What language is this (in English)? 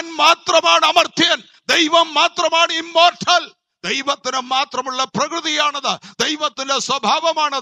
Malayalam